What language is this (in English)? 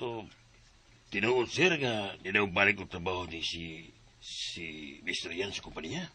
Cebuano